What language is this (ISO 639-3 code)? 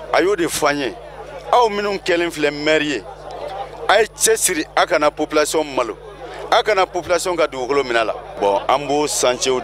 bam